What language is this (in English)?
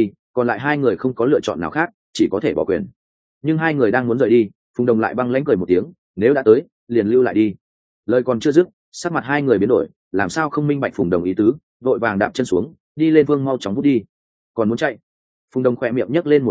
Vietnamese